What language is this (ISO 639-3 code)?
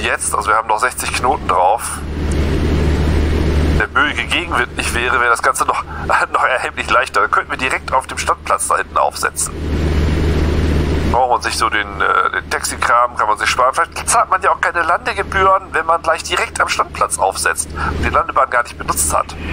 deu